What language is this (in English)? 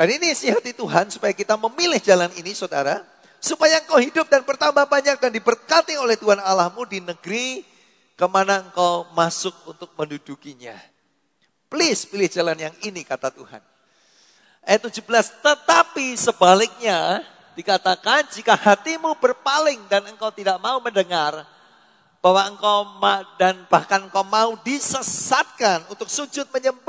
Indonesian